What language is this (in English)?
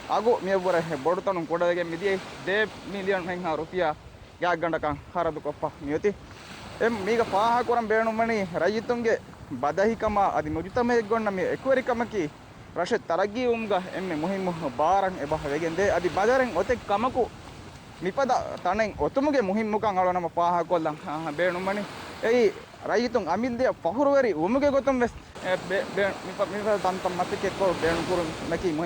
Divehi